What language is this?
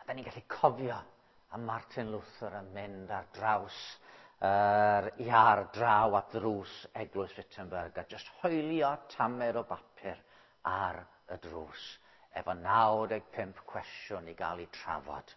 Welsh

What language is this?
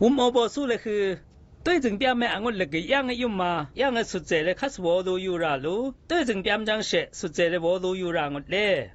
Zaiwa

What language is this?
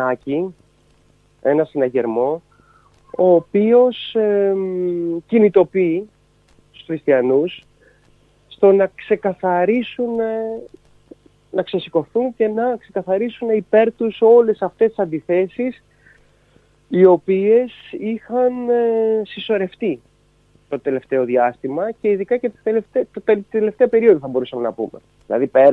Greek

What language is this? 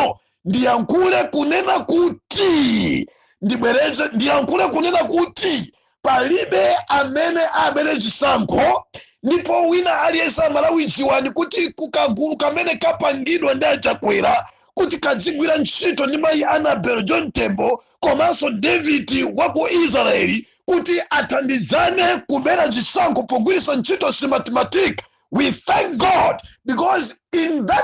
Nyanja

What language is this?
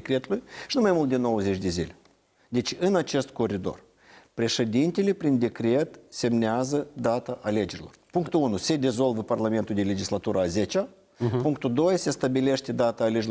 Romanian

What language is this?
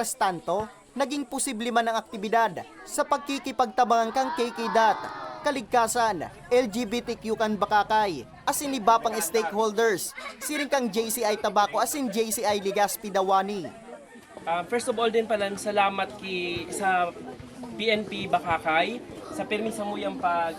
Bikol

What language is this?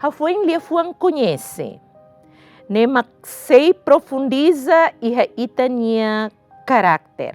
Tetum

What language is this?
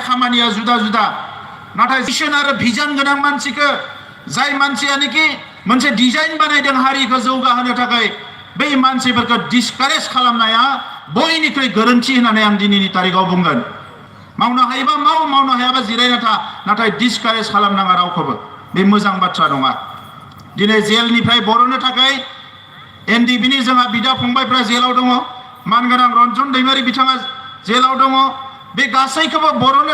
Bodo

